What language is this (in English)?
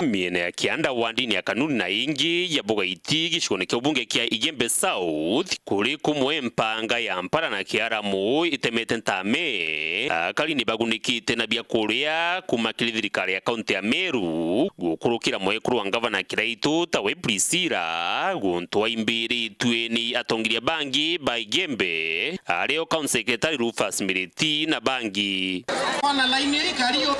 Meru